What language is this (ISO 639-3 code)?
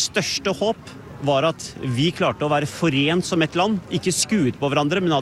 nor